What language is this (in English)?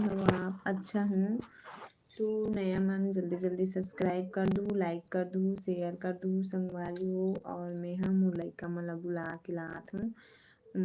Chhattisgarhi